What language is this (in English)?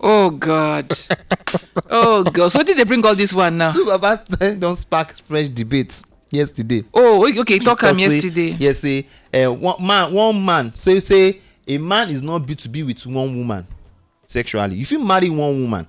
Nigerian Pidgin